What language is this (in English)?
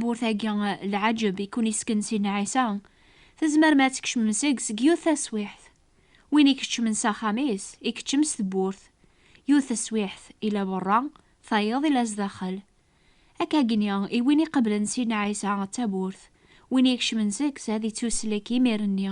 Kabyle